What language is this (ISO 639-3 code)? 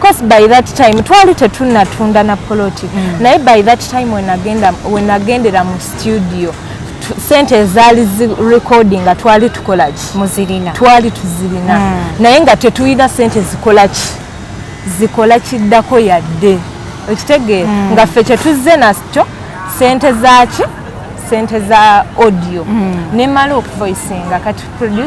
lug